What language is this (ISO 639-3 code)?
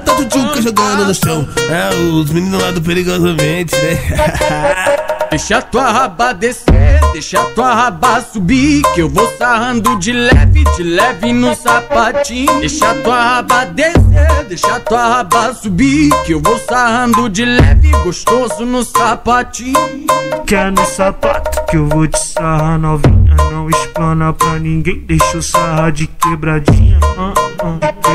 por